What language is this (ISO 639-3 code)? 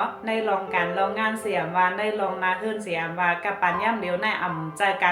shn